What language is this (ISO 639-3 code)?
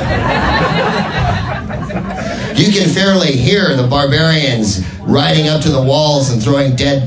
eng